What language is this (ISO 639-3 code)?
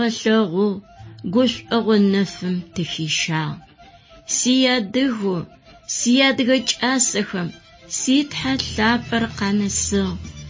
ady